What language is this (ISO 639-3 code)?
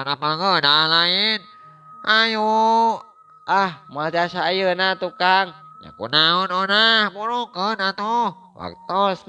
sun